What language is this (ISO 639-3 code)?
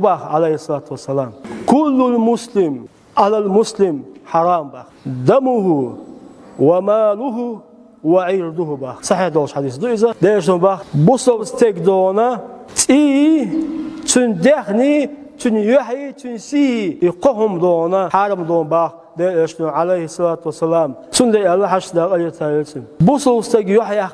che